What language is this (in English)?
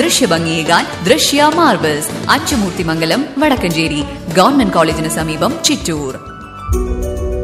Malayalam